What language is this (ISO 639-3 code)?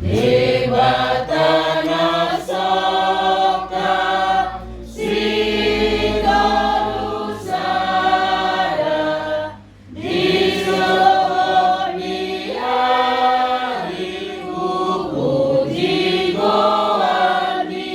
bbc